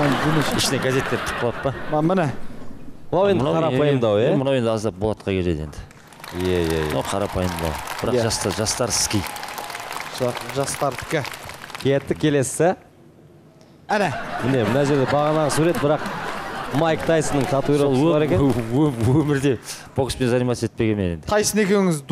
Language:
Kazakh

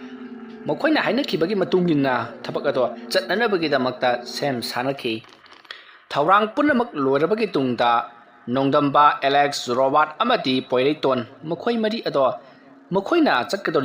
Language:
Manipuri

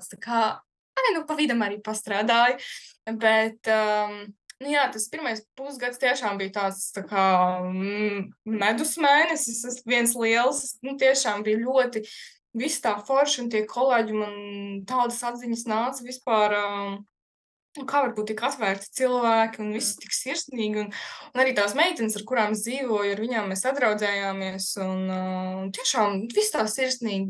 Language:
Latvian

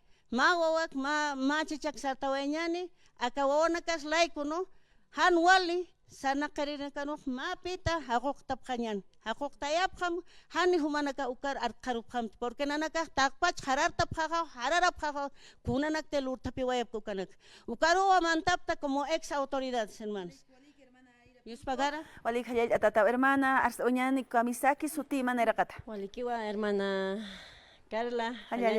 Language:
Aymara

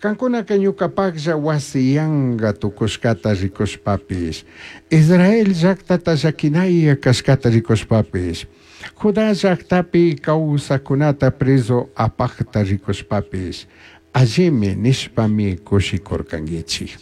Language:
Chimborazo Highland Quichua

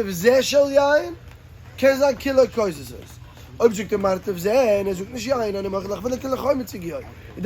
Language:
Yiddish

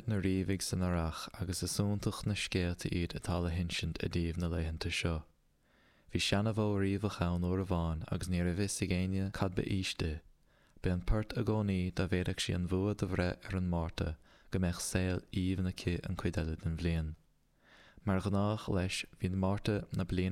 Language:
Irish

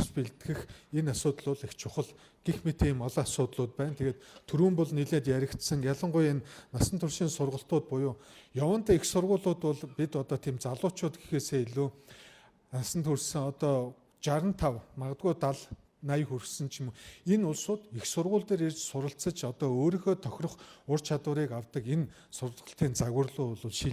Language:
Mongolian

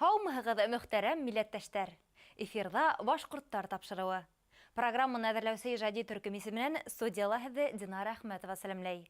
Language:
Bashkir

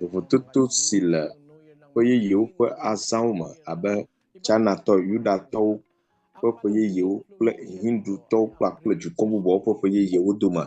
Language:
Ewe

